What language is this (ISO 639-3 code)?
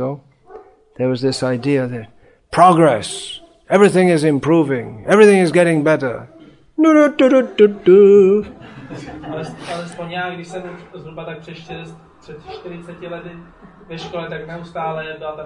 ces